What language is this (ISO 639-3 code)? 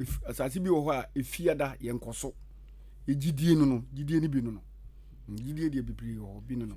aka